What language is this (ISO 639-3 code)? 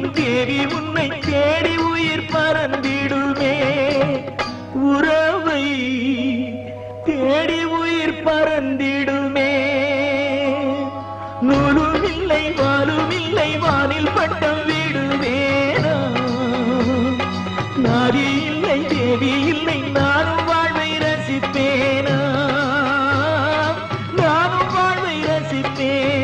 tam